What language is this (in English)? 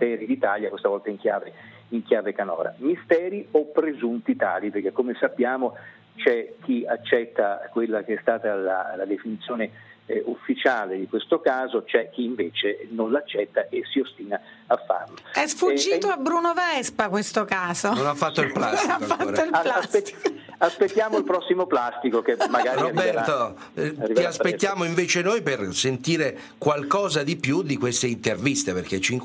Italian